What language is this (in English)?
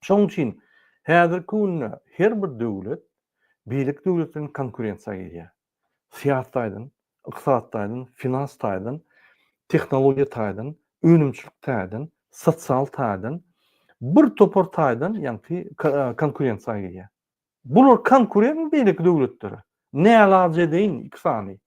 Turkmen